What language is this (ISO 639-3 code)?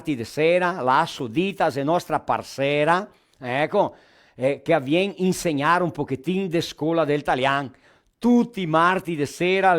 vec